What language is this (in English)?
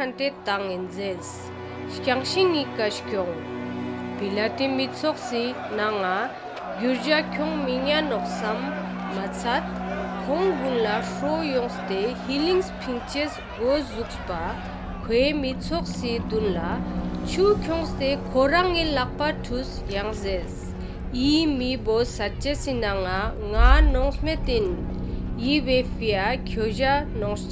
Ladakhi